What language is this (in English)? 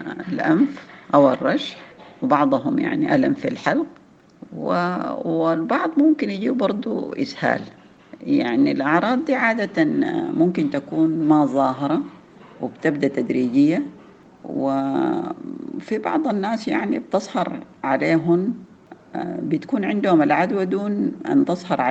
Sudanese Arabic